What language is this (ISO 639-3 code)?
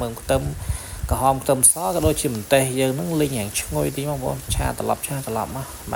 khm